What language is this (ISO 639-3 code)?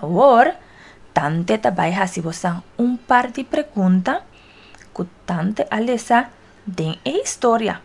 pap